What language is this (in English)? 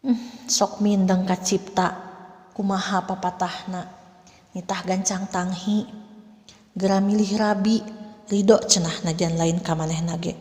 Sundanese